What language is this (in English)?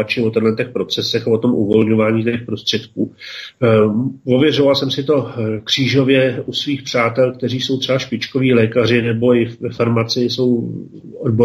Czech